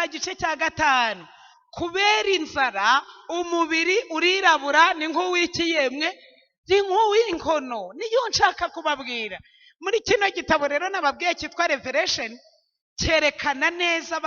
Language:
Kinyarwanda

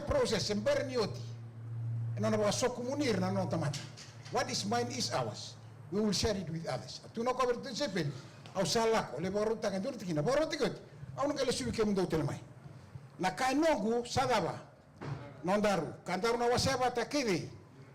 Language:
Fijian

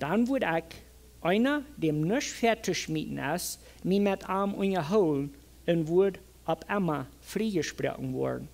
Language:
Plautdietsch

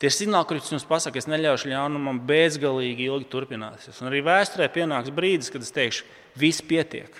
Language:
Latvian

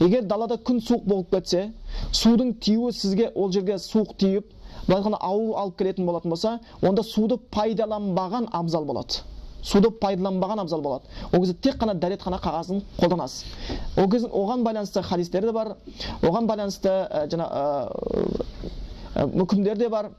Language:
Kazakh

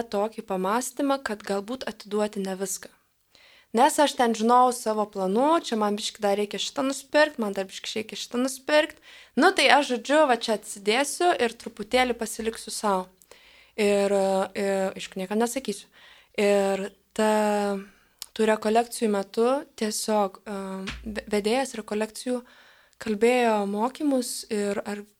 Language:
Lithuanian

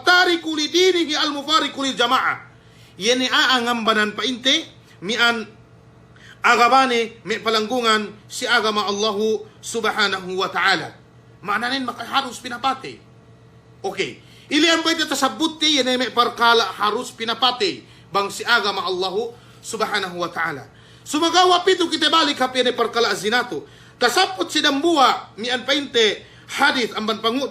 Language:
Yakan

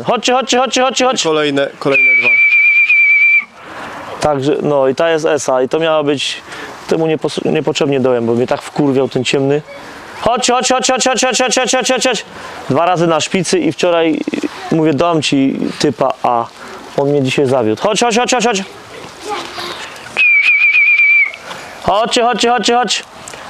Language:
Polish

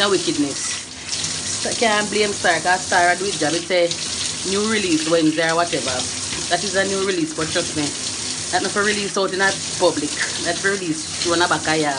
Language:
Jamaican Creole English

